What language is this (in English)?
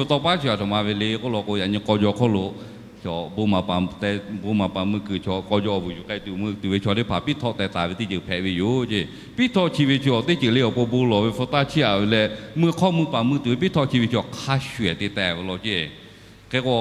Lahu